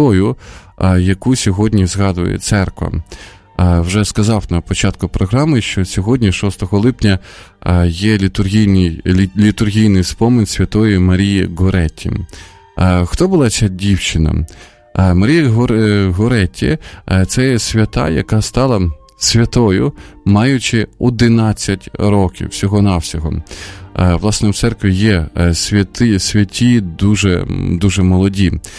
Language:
Ukrainian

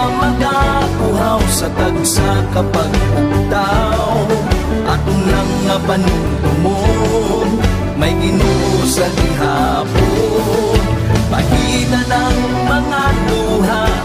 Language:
Hiligaynon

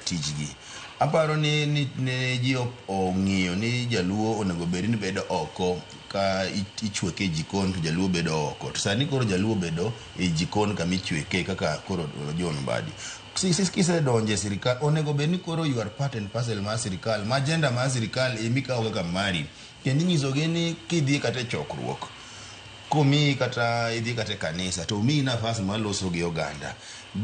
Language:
Luo (Kenya and Tanzania)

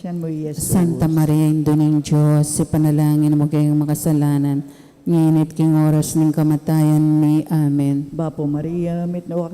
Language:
Pampanga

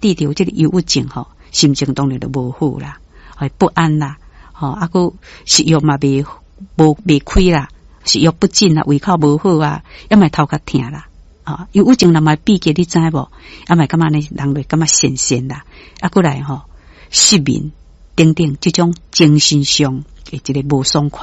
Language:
Min Nan Chinese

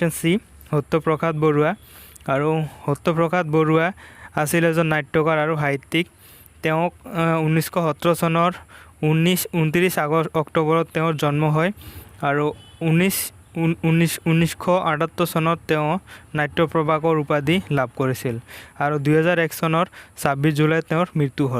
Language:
Assamese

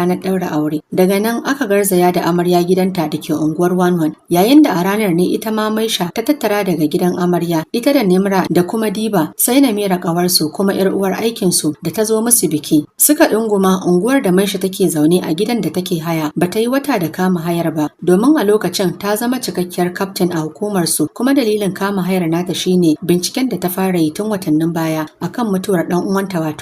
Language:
Hausa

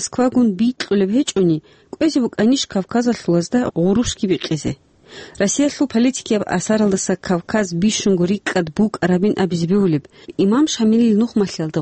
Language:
Avaric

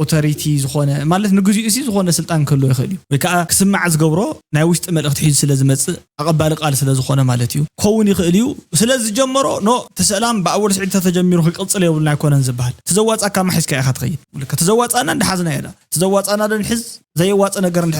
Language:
Tigrinya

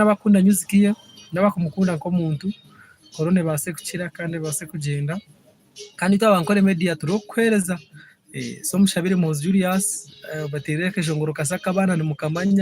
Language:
Nyankole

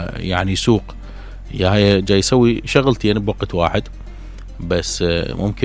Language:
Mesopotamian Arabic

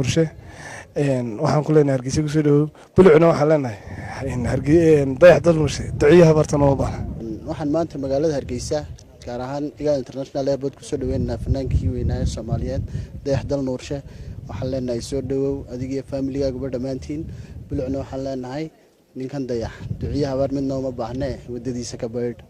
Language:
Somali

